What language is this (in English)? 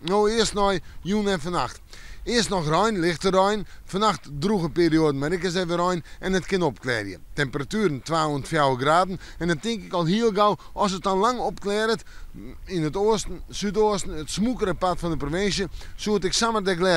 Western Frisian